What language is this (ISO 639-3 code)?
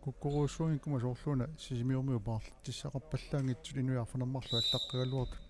kal